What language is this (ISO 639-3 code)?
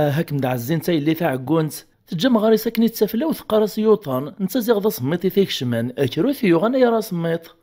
kab